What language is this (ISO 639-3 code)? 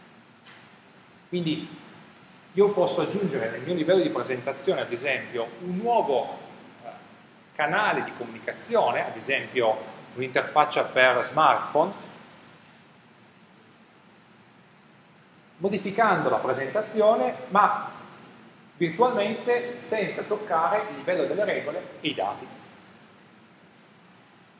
ita